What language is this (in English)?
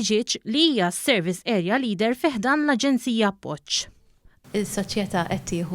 Maltese